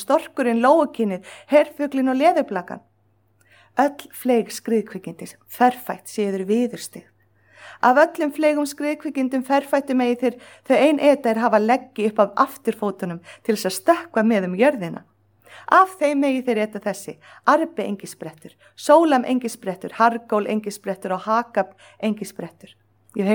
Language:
Icelandic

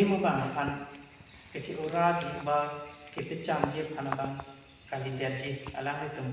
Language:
Karbi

